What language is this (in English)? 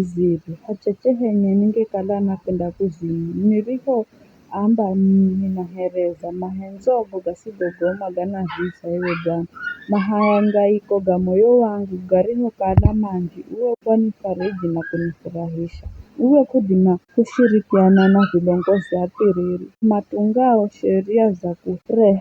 Giryama